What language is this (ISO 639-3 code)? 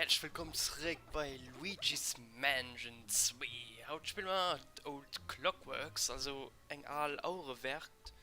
ltz